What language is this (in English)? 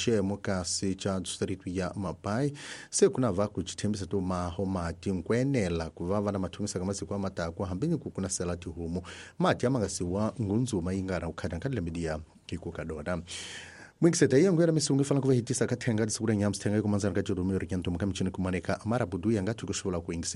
Tsonga